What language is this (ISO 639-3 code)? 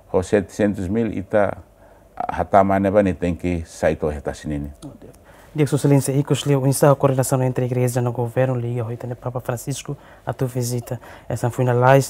tet